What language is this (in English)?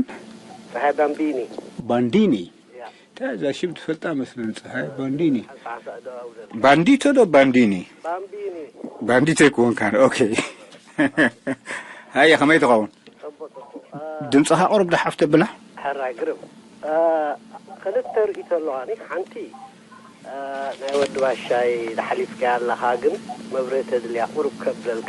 Tigrinya